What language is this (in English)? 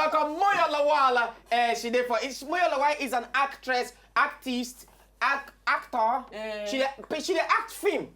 Nigerian Pidgin